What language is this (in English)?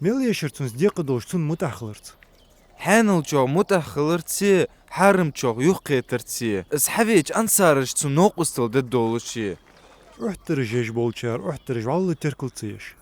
Ingush